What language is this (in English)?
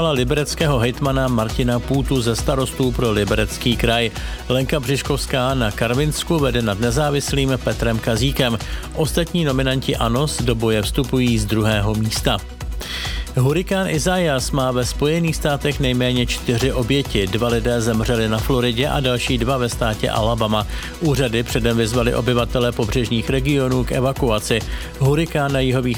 Czech